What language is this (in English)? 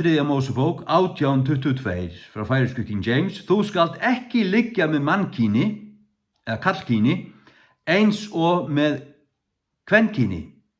Faroese